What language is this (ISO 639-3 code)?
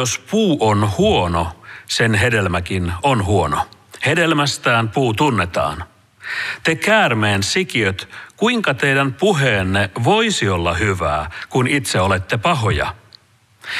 fin